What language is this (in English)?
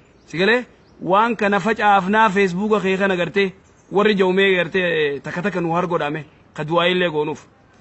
Oromo